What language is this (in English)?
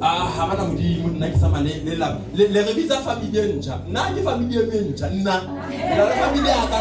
Southern Sotho